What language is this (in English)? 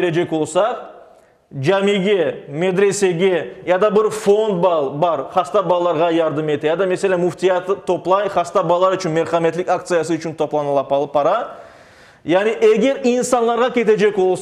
Crimean Tatar